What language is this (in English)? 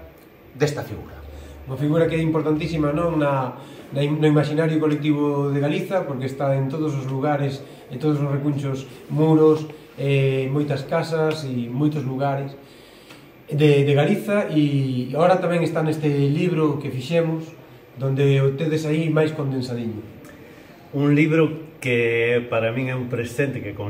Galician